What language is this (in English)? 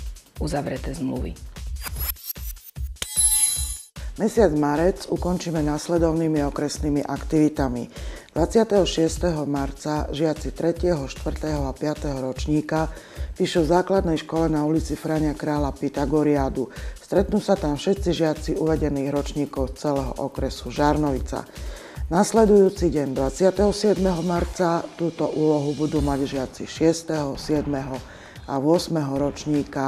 Slovak